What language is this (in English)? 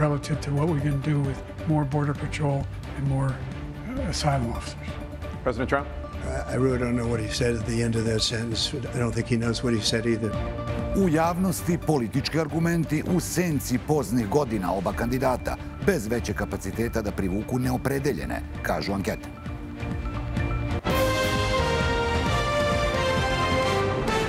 Serbian